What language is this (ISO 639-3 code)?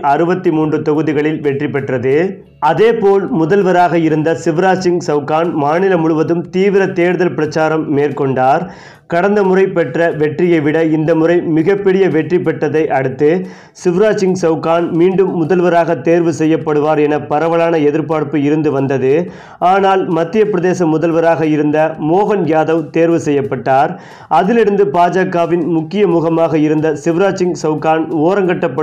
tam